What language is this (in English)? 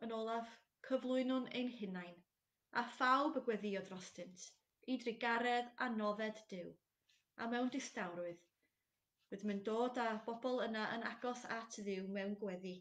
Welsh